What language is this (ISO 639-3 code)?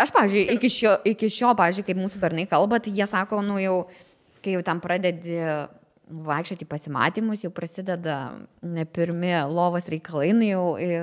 lit